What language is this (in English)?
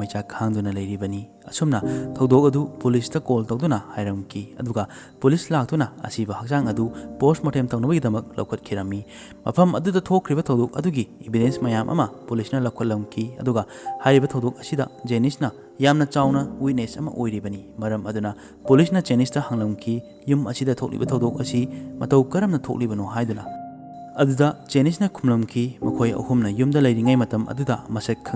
Manipuri